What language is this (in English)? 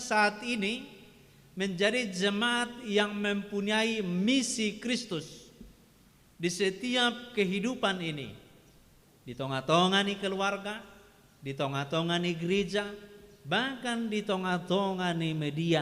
Batak Toba